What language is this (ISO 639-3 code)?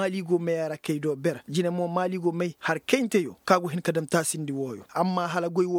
ses